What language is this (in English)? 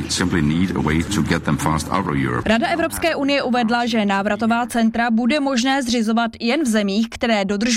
Czech